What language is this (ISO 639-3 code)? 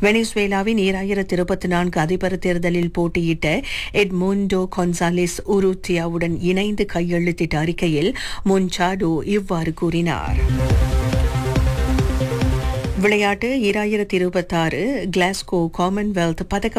tam